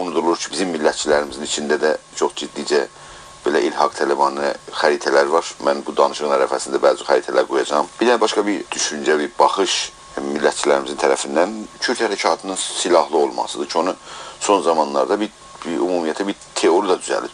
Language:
South Azerbaijani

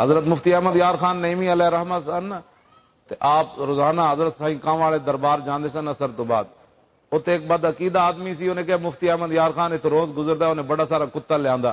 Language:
Western Panjabi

